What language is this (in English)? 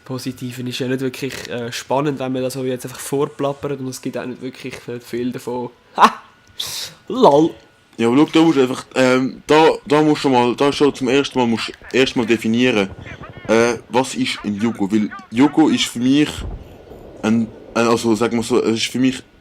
Swiss German